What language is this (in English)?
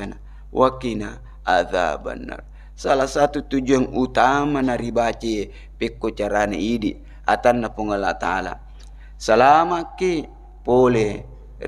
Buginese